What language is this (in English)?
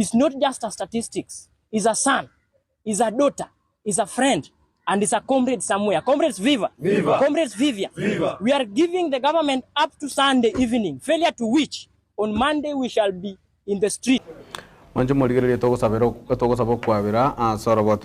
Gusii